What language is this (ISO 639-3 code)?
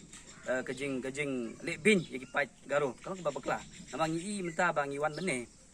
kha